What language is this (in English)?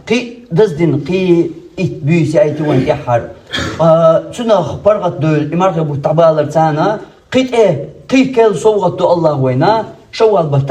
Chechen